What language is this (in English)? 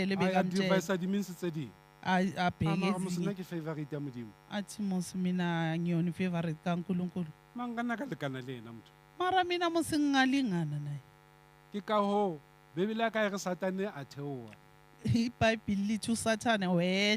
Southern Sotho